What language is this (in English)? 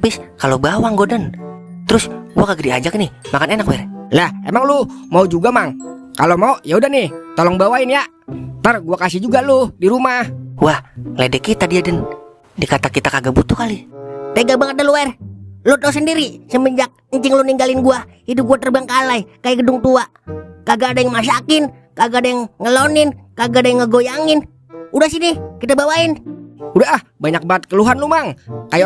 Betawi